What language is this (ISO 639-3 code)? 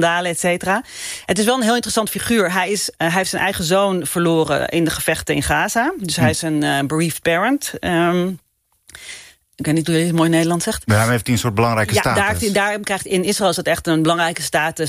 nld